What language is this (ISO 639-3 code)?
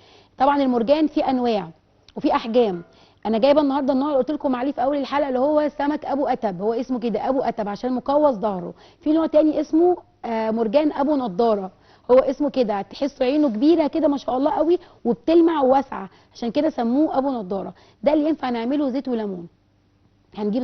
arz